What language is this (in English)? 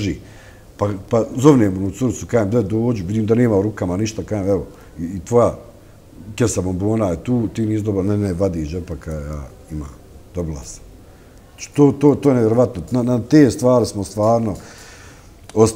Bosnian